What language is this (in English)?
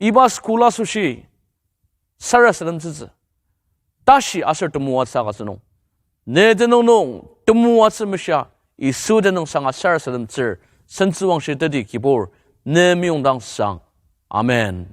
Ao Naga